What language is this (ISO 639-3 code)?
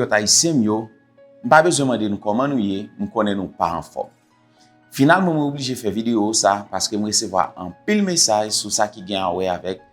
hat